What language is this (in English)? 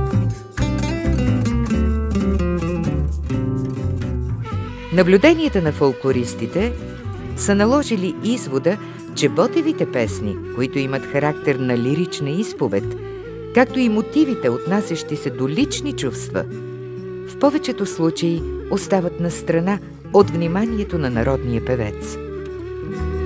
Bulgarian